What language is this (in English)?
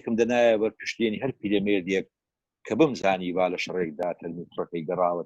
Central Kurdish